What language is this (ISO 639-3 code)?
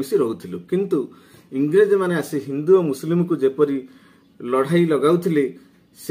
ori